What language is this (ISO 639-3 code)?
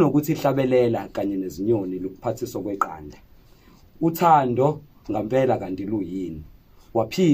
zul